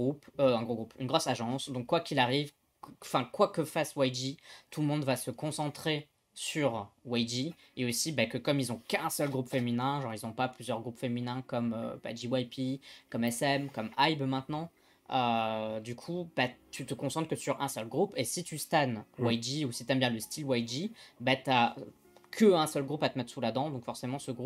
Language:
French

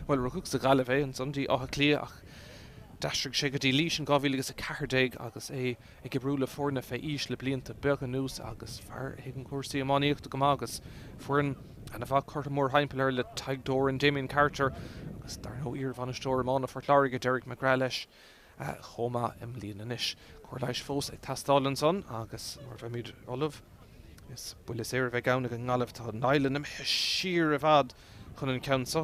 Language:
Irish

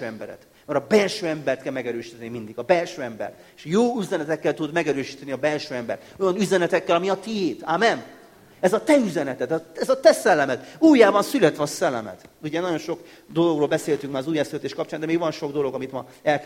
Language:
Hungarian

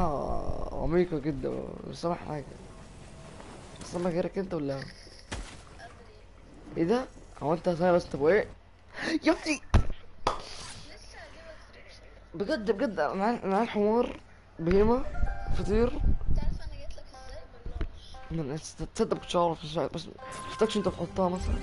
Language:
Egyptian Arabic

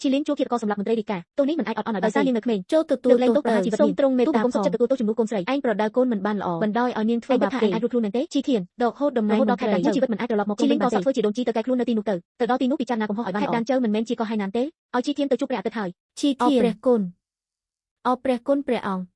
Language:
Khmer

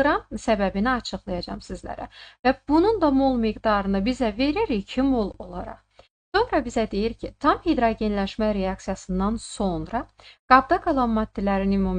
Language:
Azerbaijani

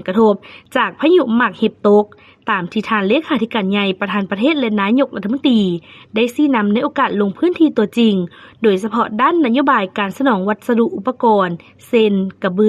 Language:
Lao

